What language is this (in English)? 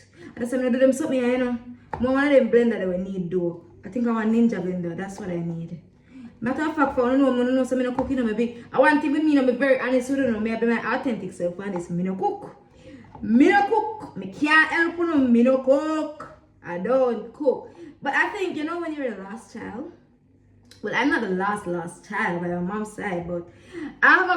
Jamaican Creole English